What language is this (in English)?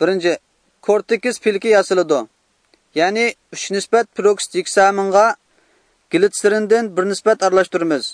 Uyghur